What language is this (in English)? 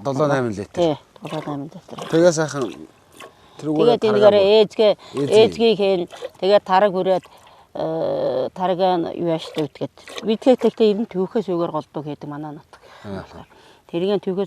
Mongolian